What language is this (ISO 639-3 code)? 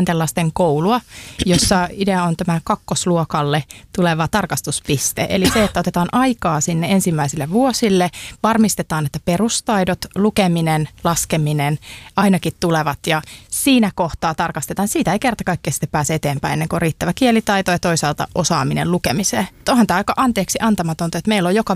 fin